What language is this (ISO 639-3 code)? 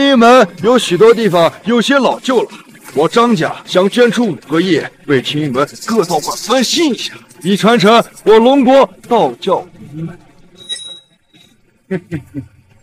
zho